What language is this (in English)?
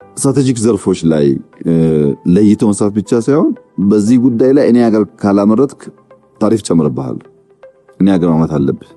Amharic